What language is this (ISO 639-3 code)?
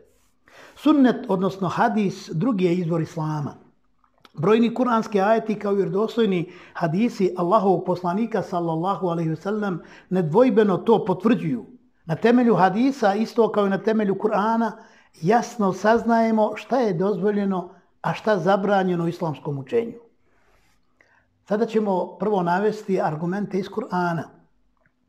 bos